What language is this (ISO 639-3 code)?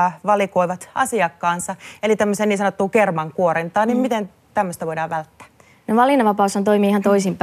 fin